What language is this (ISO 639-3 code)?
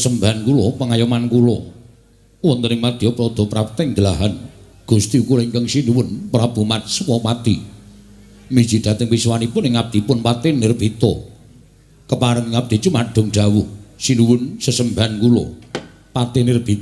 jav